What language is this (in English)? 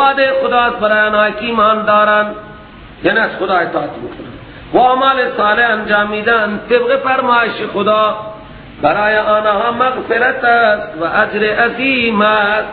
Persian